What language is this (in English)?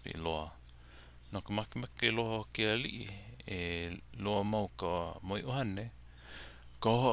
Hawaiian